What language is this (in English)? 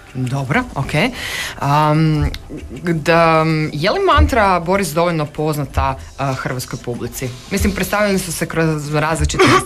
Croatian